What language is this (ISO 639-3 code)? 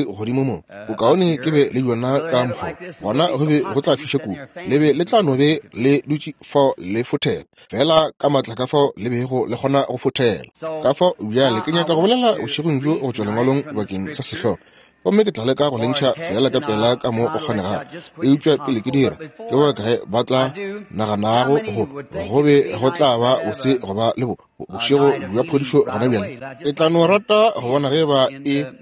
nso